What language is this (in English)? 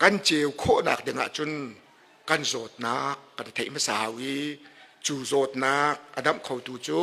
Hakha Chin